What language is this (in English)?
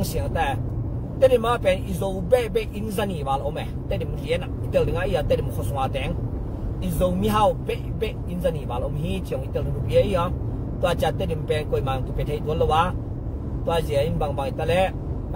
Tedim Chin